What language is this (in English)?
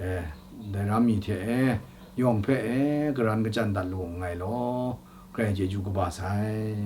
Kachin